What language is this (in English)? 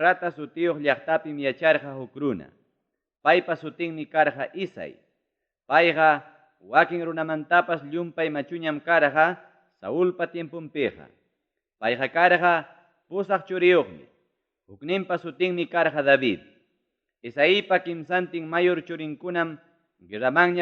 Ayacucho Quechua